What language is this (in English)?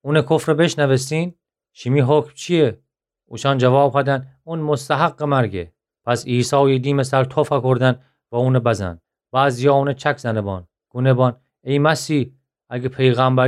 Gilaki